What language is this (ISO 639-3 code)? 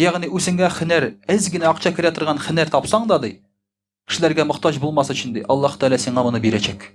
tat